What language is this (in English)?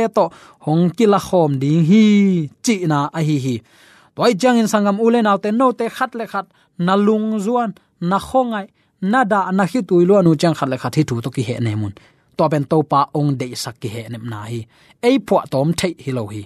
Tedim Chin